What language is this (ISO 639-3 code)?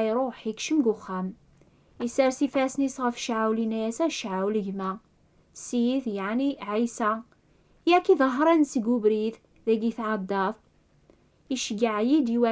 kab